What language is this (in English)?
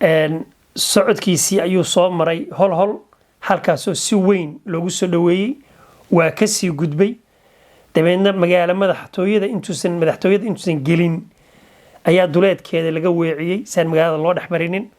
Somali